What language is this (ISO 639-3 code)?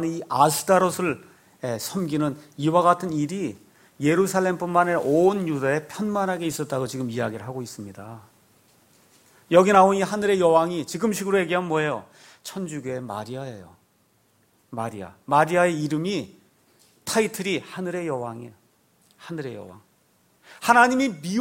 kor